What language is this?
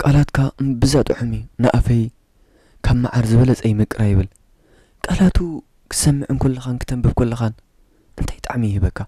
Tigrinya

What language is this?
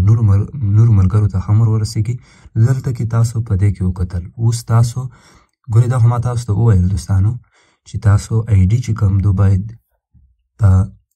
Pashto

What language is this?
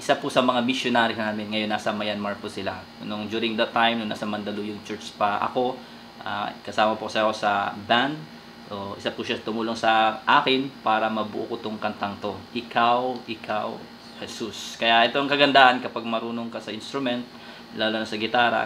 Filipino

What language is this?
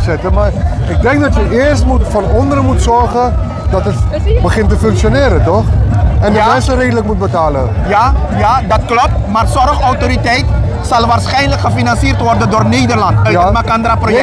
Dutch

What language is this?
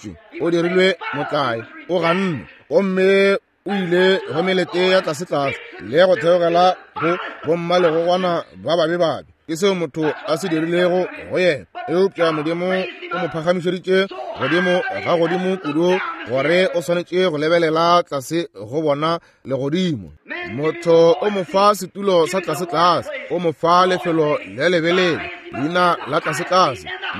Northern Sotho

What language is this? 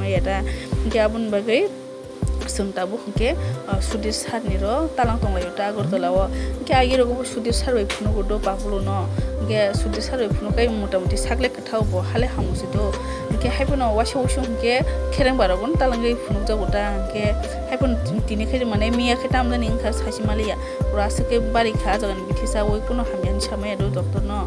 Kok Borok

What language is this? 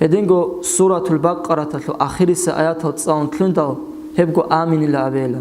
Avaric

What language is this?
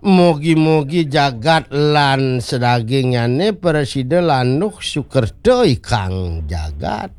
Balinese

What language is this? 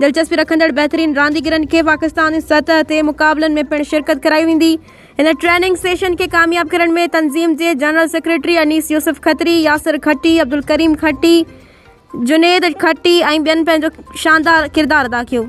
Sindhi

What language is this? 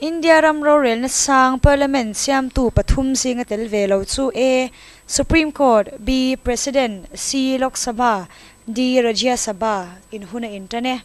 Mizo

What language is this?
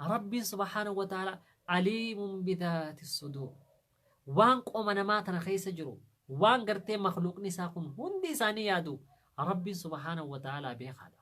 Oromo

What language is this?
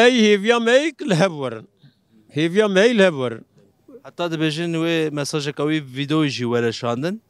Kurdish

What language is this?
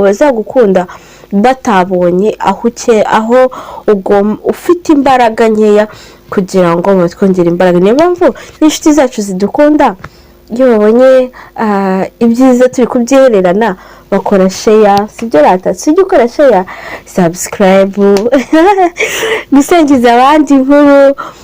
Kinyarwanda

